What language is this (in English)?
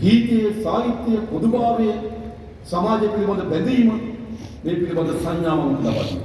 Sinhala